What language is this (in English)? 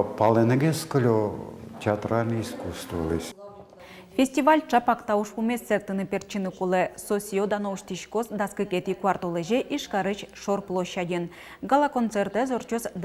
Udmurt